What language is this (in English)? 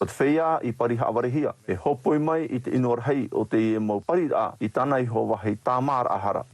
Tahitian